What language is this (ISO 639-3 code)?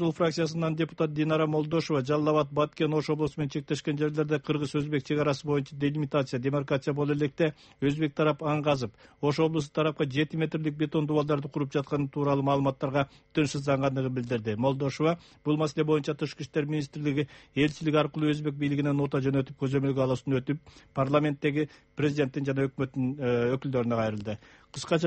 kir